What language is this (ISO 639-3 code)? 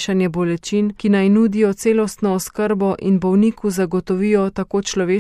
slv